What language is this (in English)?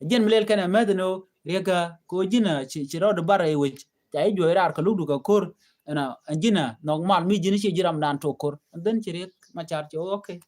Nuer